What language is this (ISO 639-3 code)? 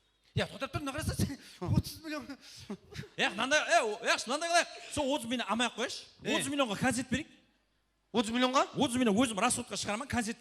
kaa